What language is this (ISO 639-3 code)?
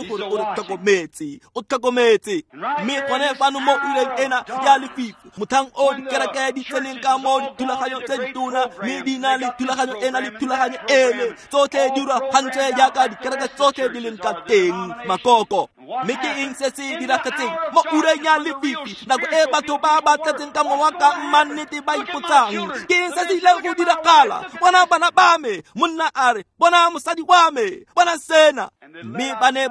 tsn